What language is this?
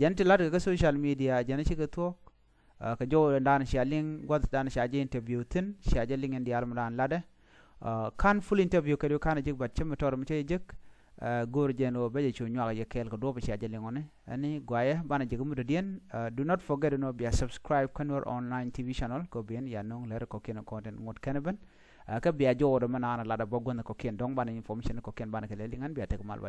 Nuer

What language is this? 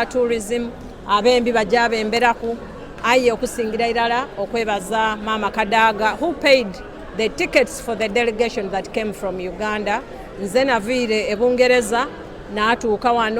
Soga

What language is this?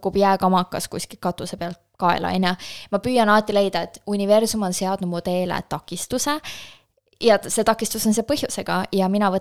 Estonian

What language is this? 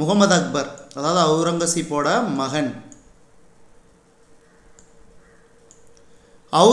Tamil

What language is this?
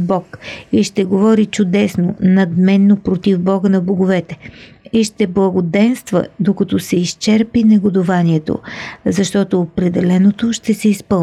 Bulgarian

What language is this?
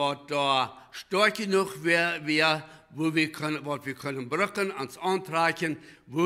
Plautdietsch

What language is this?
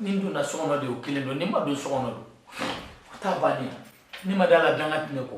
Bambara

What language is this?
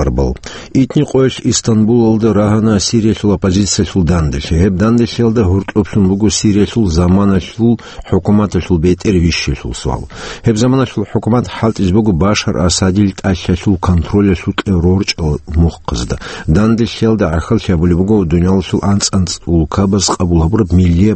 Avaric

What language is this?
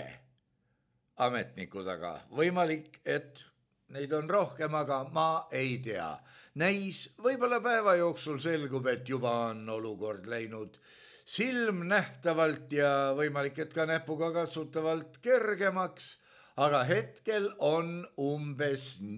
Estonian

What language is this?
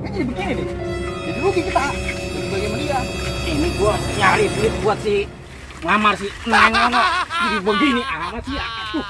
Betawi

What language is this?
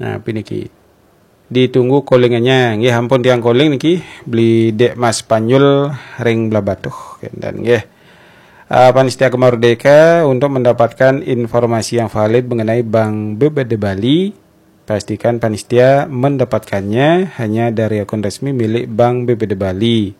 Balinese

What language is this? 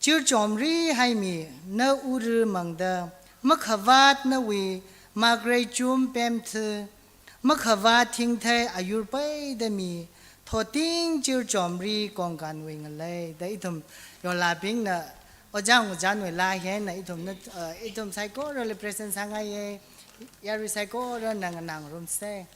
Tangkhul Naga (India)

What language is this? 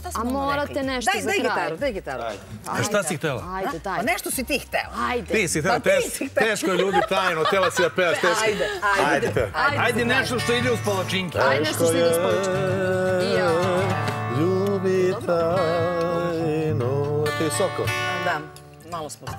Serbian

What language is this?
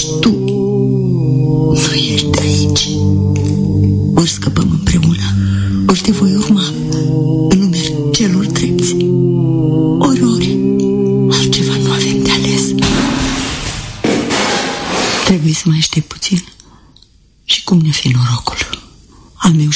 Romanian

